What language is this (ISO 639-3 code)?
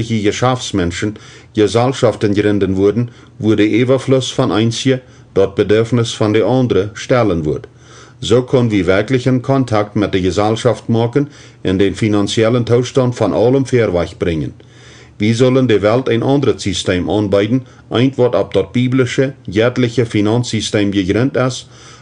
pdt